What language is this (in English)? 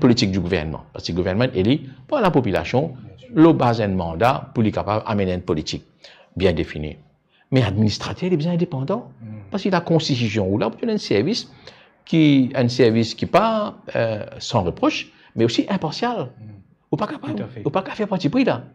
Morisyen